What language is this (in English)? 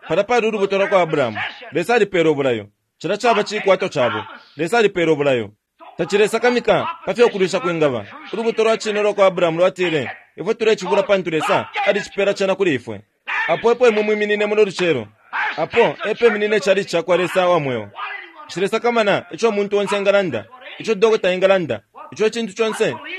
Bemba